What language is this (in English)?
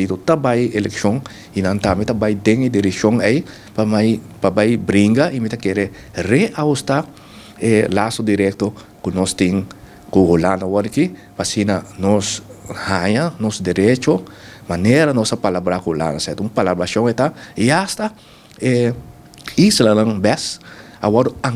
Papiamento